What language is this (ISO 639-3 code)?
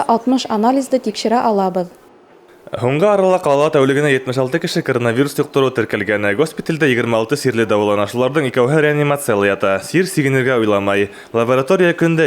bak